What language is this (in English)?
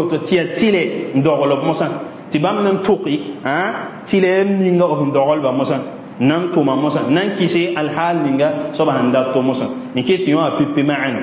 Mossi